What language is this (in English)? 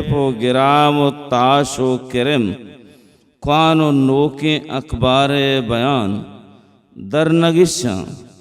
Baluchi